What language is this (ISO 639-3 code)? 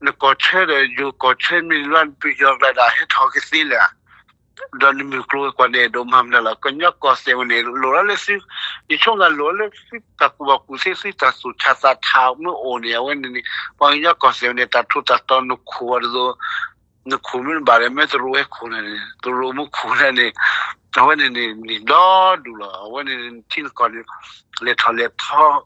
ksw